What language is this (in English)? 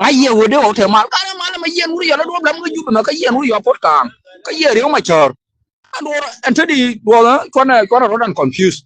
Nuer